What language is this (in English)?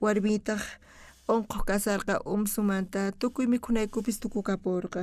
South Bolivian Quechua